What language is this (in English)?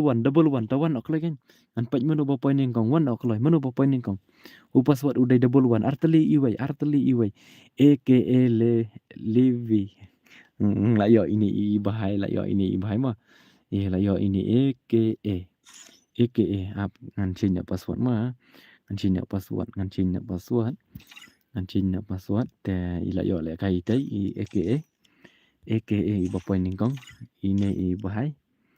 Khasi